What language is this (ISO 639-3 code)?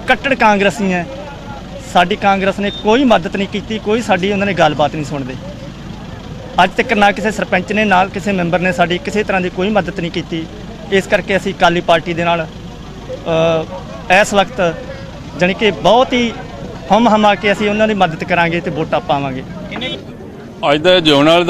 pan